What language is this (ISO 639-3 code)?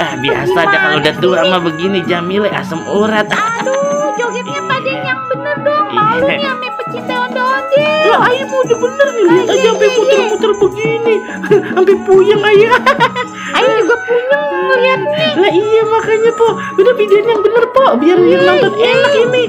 bew